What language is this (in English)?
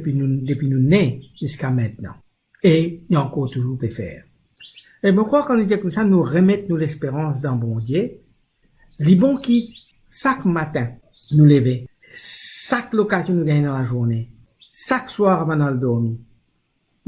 Morisyen